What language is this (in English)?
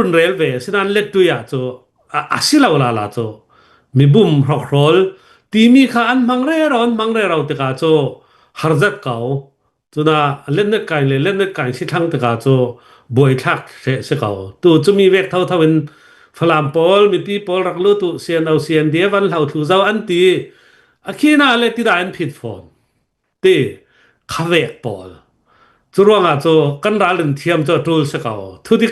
Hakha Chin